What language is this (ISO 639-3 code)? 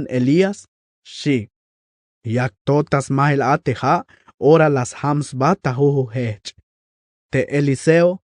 tzh